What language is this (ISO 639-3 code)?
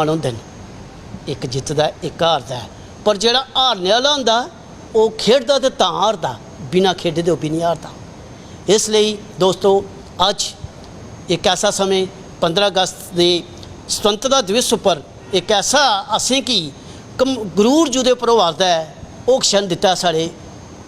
doi